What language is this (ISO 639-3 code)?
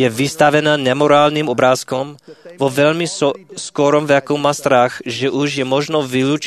slk